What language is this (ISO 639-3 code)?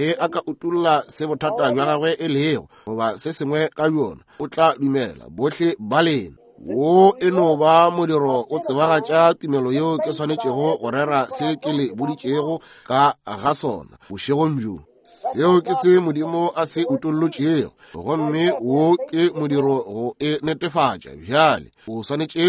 nso